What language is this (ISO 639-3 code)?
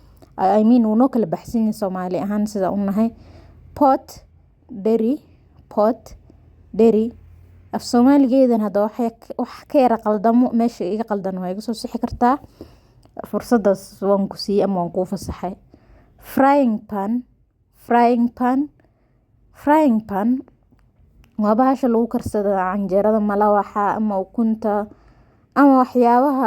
som